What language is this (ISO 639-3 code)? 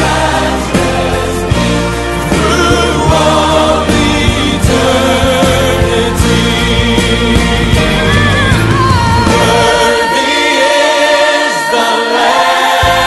eng